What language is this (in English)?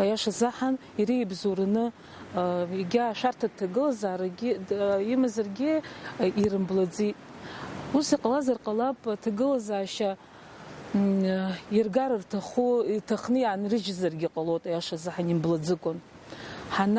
Abkhazian